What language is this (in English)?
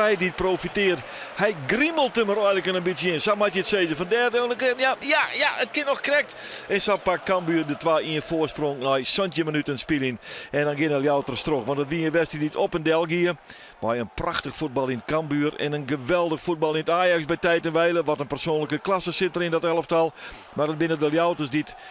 Western Frisian